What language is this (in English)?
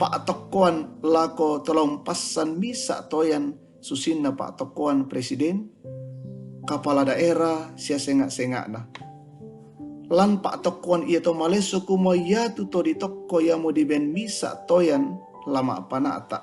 Toraja-Sa'dan